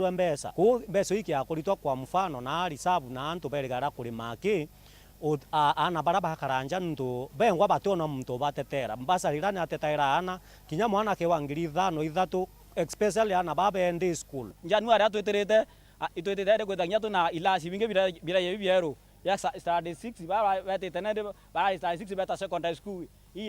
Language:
Meru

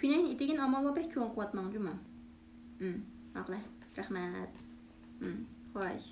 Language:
Uyghur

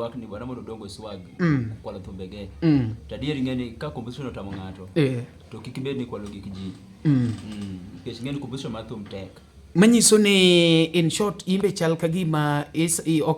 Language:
Luo (Kenya and Tanzania)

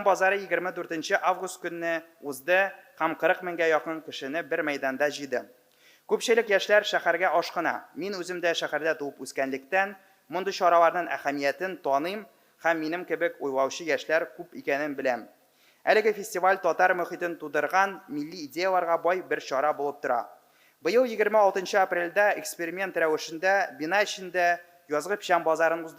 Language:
Tatar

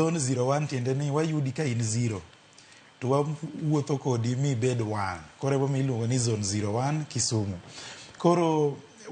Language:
Luo (Kenya and Tanzania)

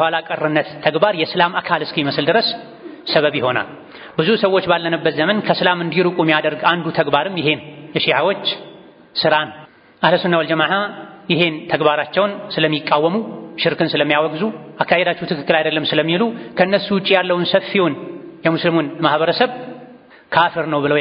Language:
Amharic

